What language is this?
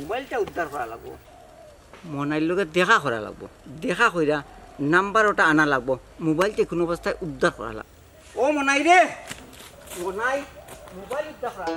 Sylheti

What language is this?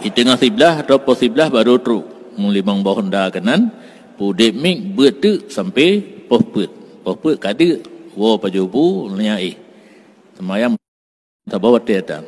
Achinese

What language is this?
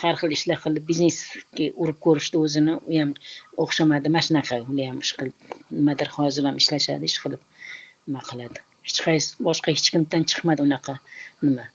Uzbek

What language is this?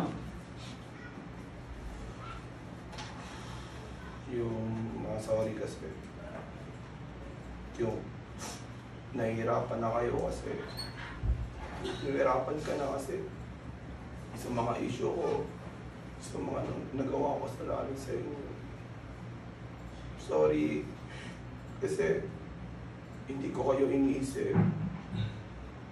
Filipino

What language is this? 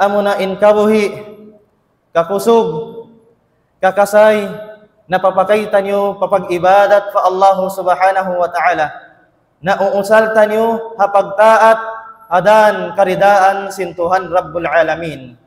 Tausug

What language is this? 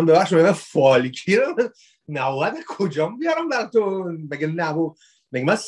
Persian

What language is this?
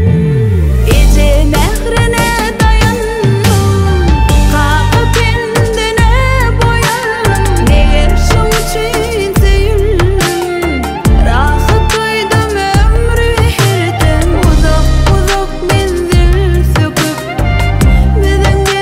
Turkish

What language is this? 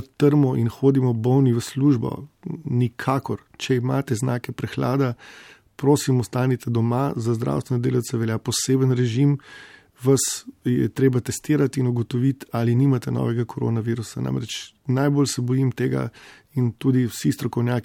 Slovenian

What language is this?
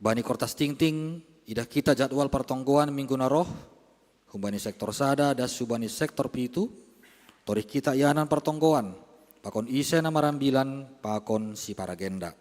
Batak Simalungun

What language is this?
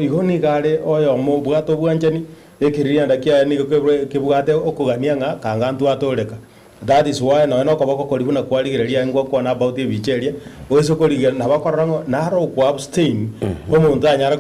Gusii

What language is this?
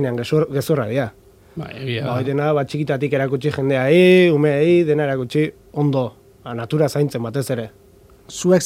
Basque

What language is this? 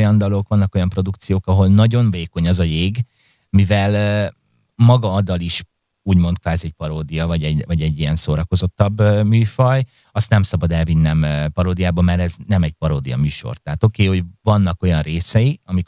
Hungarian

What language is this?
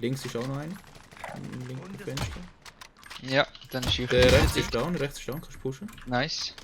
Swiss German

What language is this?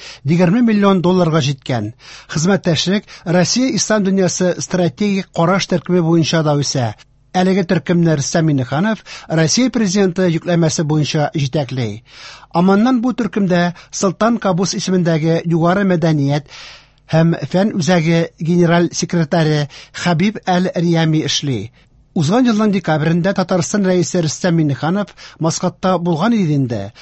Tatar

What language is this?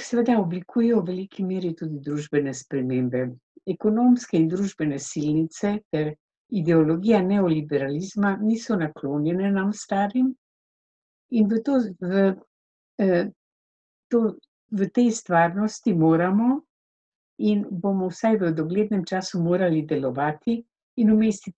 Slovenian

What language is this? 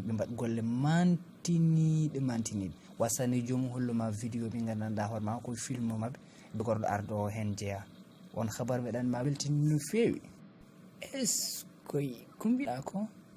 Fula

